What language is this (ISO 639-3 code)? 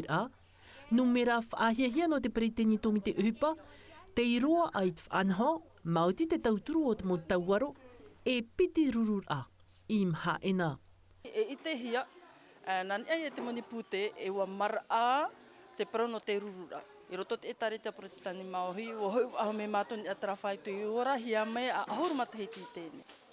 tah